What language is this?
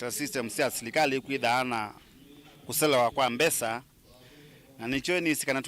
Kamba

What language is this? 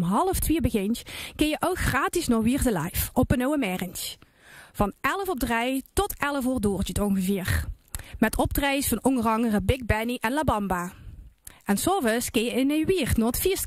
Limburgish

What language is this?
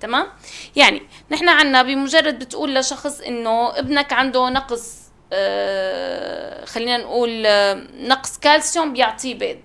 North Levantine Arabic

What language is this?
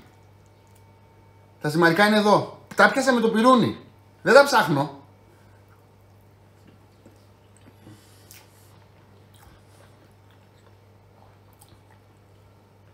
Greek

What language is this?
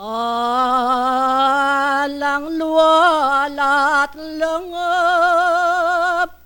Pampanga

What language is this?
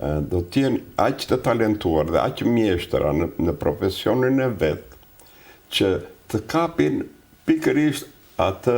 Albanian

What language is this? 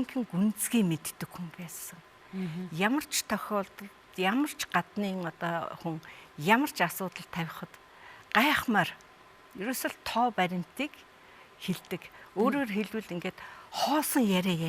Mongolian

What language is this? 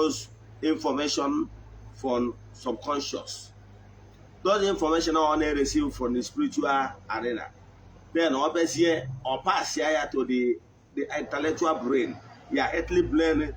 Igbo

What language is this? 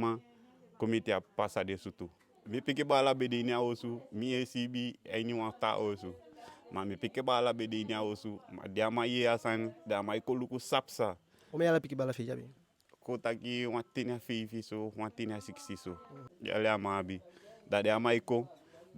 Eastern Maroon Creole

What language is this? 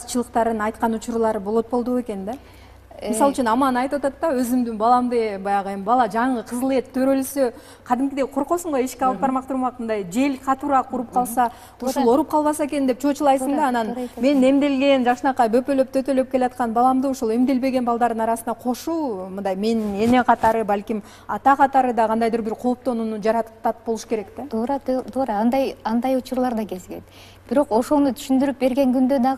Kyrgyz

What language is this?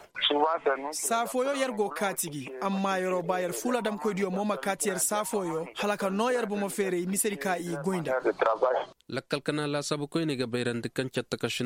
Koyraboro Senni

